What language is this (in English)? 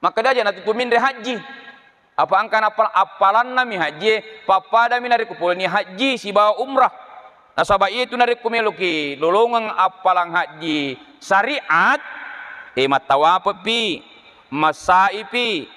Buginese